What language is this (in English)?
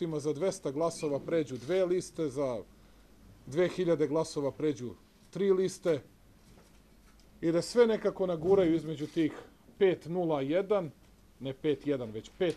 Serbian